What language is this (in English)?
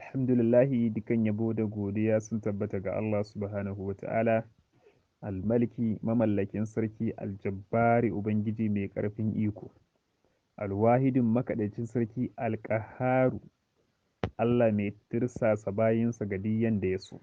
Hausa